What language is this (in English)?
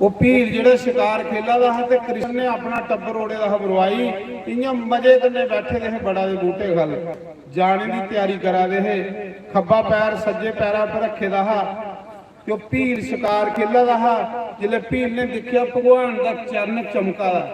Dogri